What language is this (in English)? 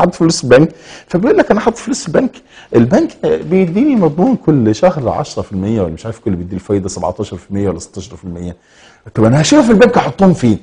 Egyptian Arabic